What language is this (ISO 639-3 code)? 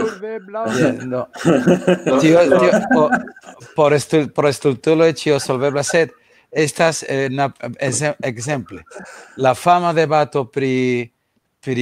epo